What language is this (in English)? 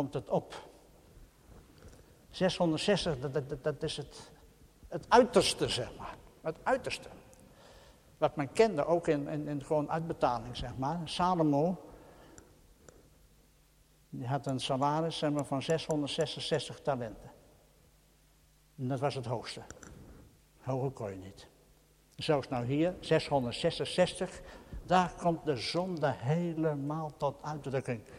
Dutch